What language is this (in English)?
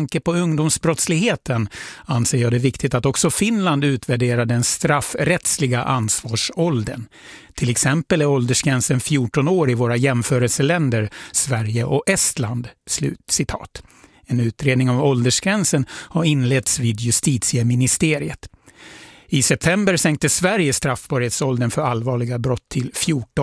Swedish